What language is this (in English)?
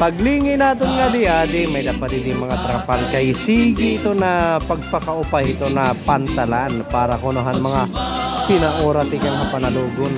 Waray